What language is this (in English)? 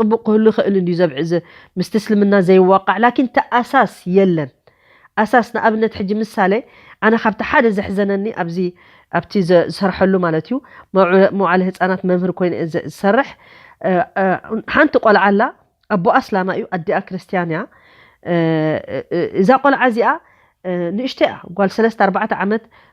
Tigrinya